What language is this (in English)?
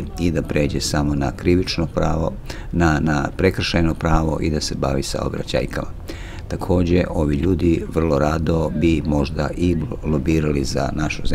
Serbian